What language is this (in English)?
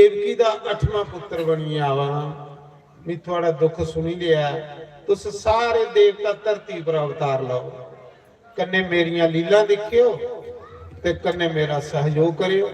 Dogri